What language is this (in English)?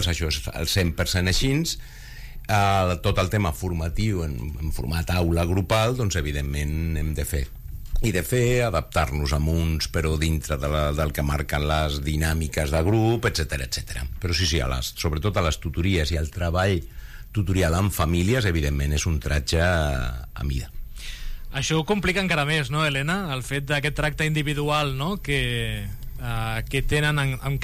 Catalan